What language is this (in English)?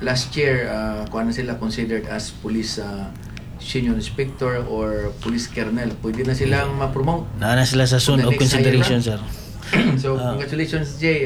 Cebuano